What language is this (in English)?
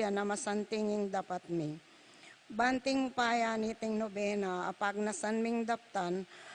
Pampanga